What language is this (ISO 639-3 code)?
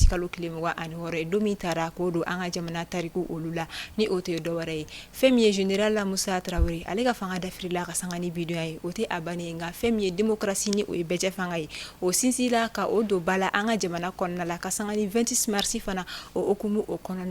bam